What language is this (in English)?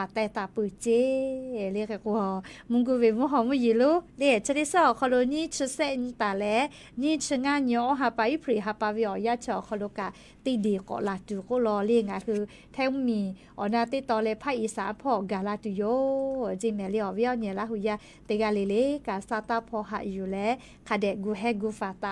Lahu